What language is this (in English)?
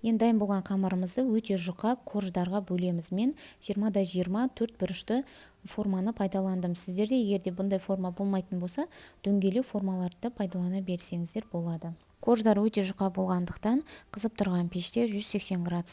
Kazakh